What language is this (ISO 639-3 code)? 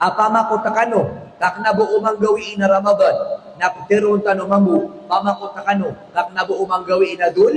mrw